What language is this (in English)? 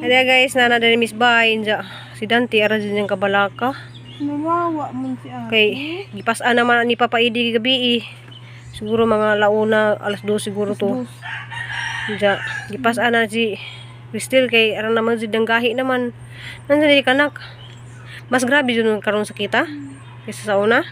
Cebuano